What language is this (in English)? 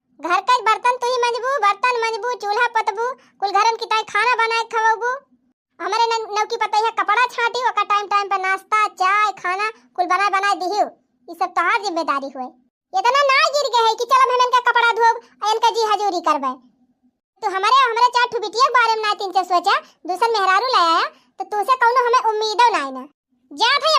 Awadhi